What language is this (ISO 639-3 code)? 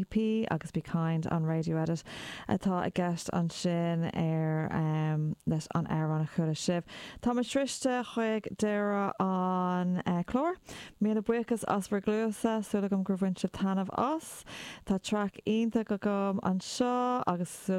gle